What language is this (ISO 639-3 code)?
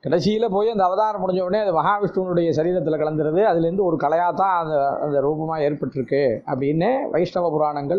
tam